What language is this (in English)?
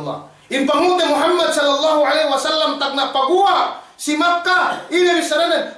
Yakan